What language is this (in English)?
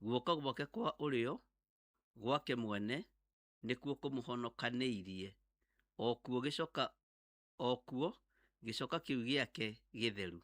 Kikuyu